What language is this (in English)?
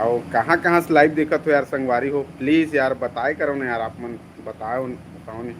Chhattisgarhi